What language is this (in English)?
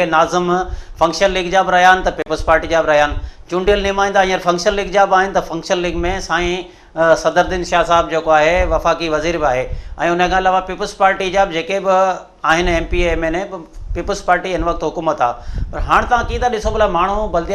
Sindhi